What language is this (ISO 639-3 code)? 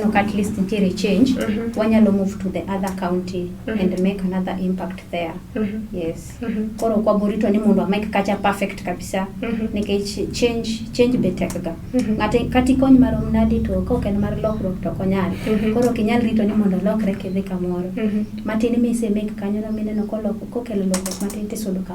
luo